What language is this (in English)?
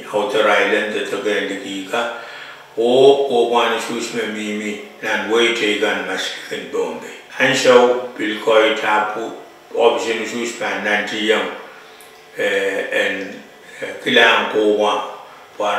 Pohnpeian